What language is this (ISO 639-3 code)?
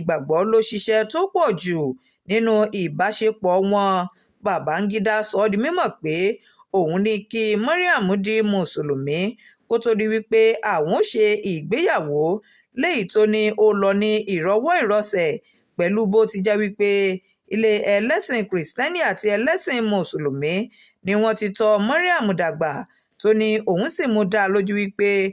yor